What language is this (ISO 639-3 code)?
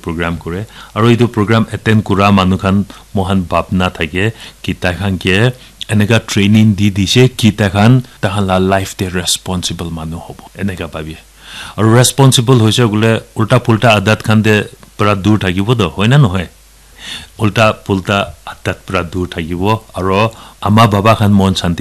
nag